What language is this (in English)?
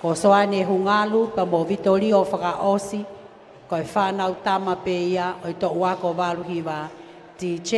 Tongan